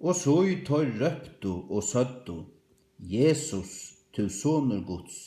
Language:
Faroese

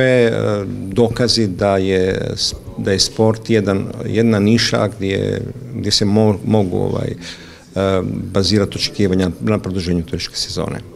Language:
Croatian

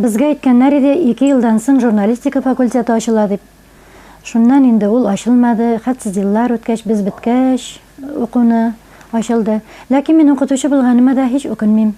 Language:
Bashkir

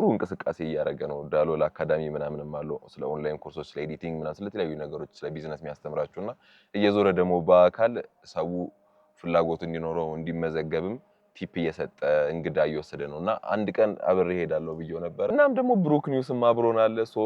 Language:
Amharic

